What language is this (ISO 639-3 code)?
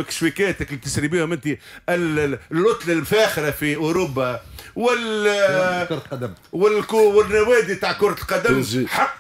aeb